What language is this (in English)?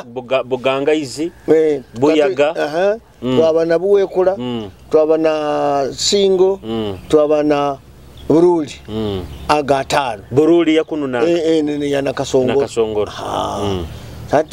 Nyoro